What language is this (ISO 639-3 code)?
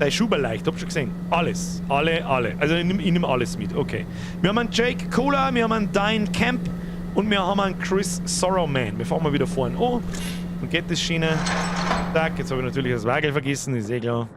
bar